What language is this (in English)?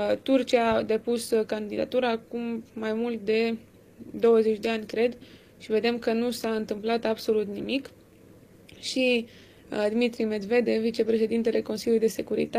Romanian